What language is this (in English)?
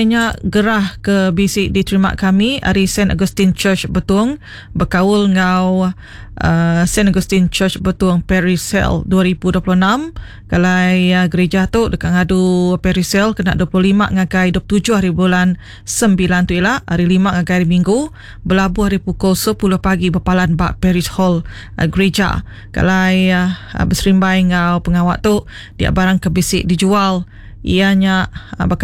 Iban